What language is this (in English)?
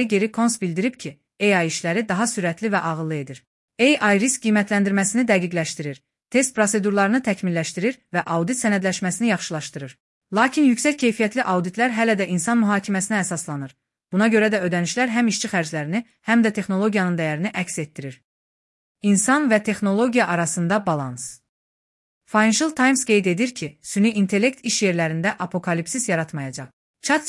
Azerbaijani